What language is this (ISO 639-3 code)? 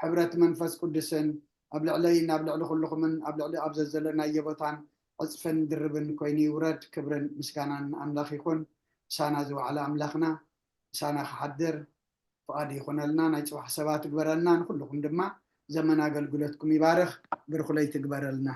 tir